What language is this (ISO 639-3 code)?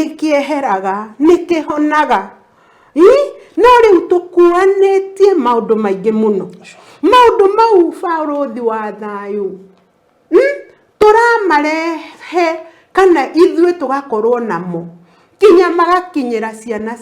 kik